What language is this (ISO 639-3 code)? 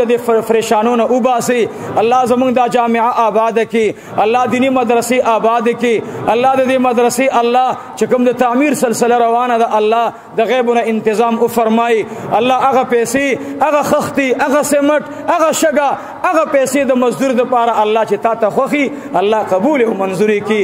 pus